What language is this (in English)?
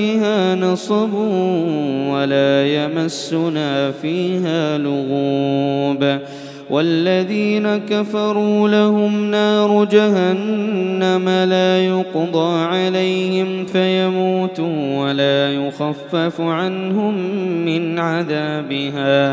Arabic